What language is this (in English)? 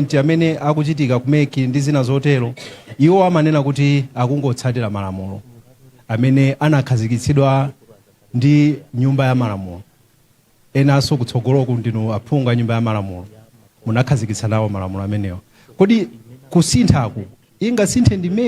Nyanja